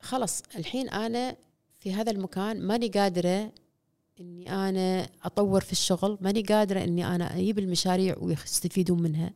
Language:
Gulf Arabic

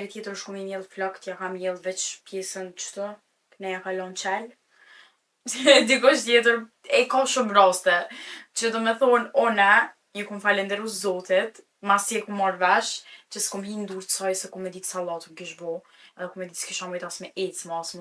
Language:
Albanian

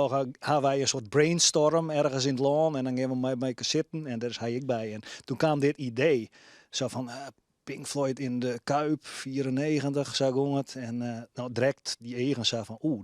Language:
Western Frisian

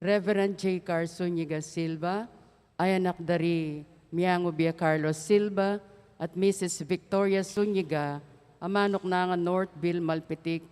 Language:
Pampanga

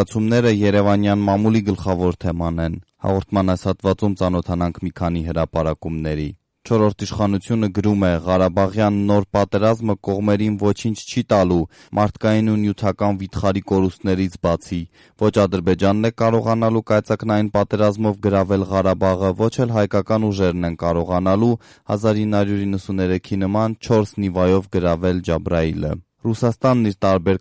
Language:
Armenian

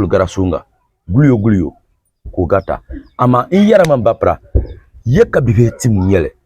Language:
Dagbani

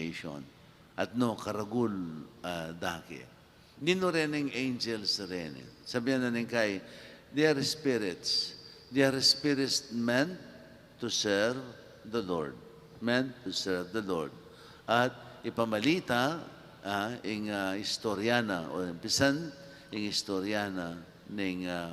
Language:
Pampanga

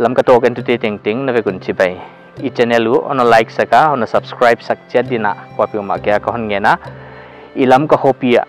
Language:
Paite Chin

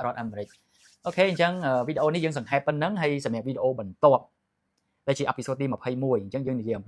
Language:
Khmer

